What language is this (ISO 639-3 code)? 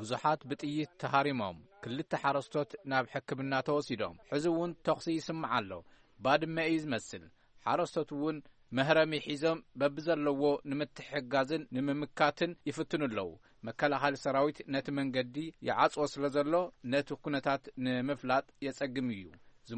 tir